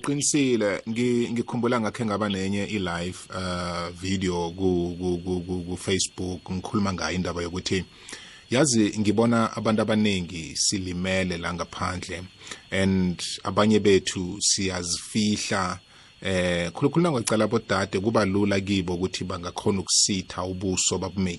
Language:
South Ndebele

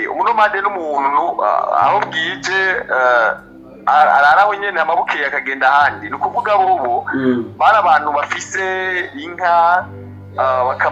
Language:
Rundi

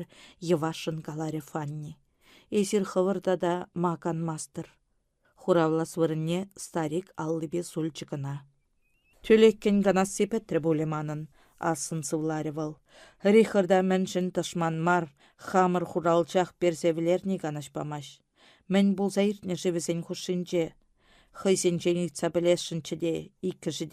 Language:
Chuvash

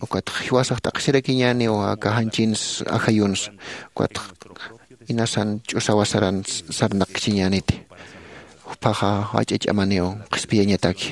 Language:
Aymara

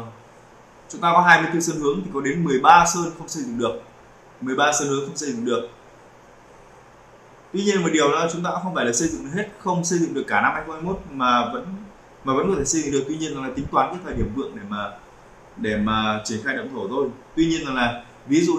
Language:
Vietnamese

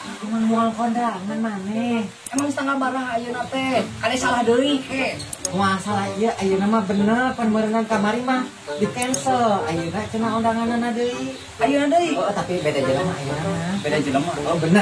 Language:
Sundanese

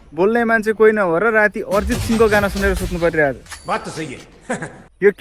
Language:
Nepali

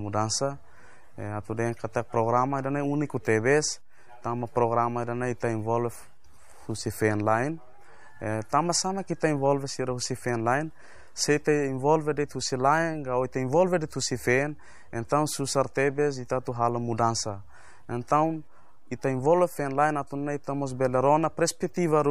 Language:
Tetum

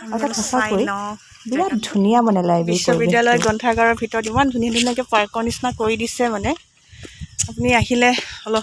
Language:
Assamese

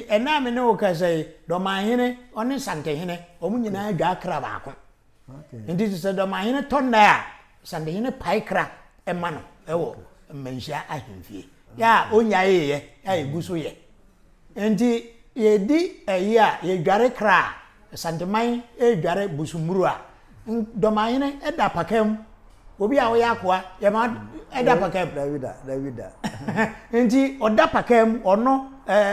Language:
Akan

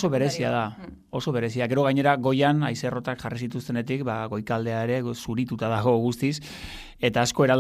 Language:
Basque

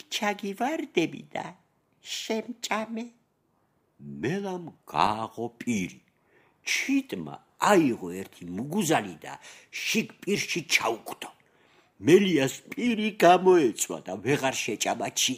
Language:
Georgian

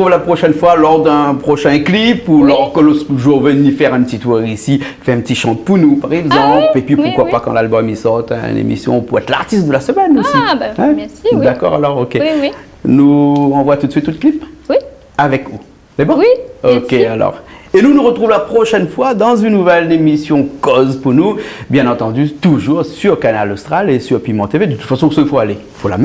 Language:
Réunion Creole French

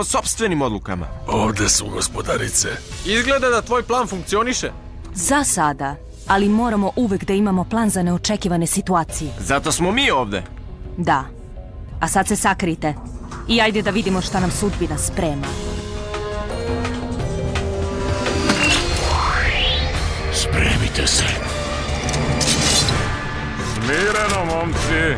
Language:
Serbian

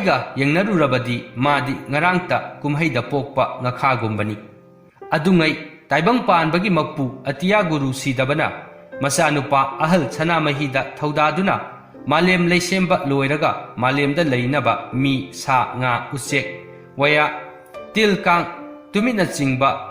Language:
Manipuri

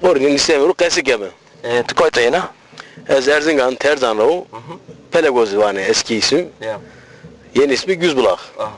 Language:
Zaza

